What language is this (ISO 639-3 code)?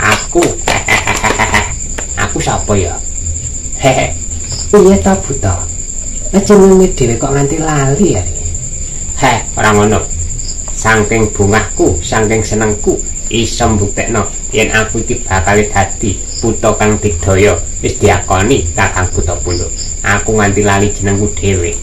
jav